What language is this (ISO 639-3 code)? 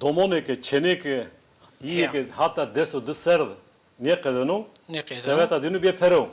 zza